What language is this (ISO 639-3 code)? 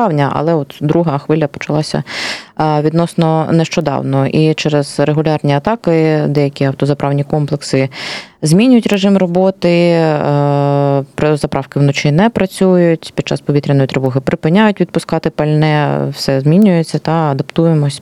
ukr